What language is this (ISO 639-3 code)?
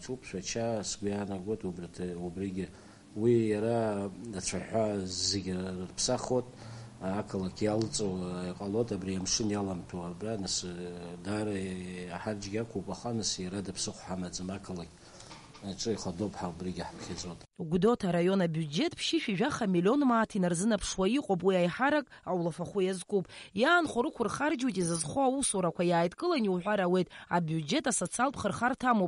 abk